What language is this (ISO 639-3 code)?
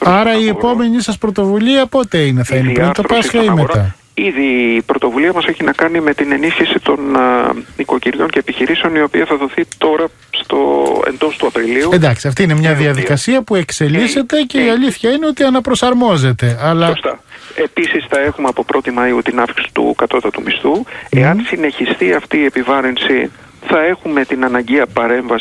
ell